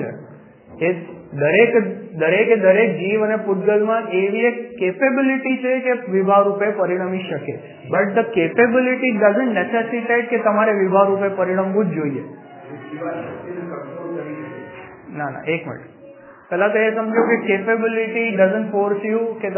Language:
Gujarati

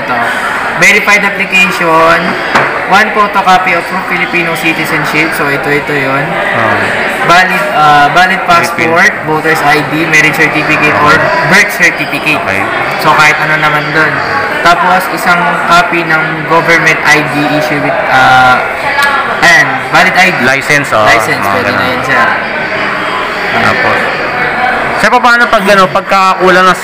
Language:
Filipino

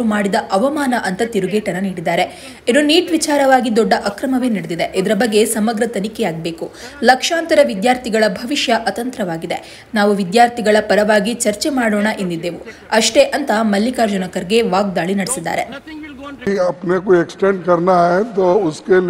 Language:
Kannada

